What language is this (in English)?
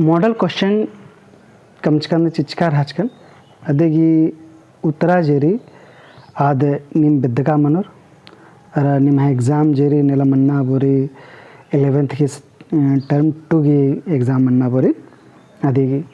Kurukh